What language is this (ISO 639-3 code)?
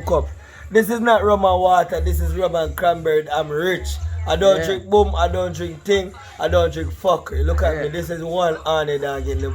jam